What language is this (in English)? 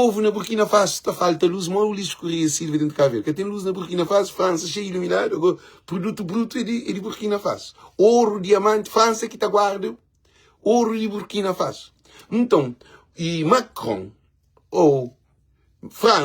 Kabuverdianu